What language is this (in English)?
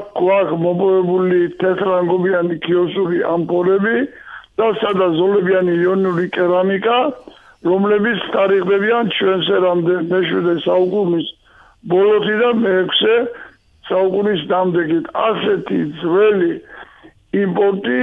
Georgian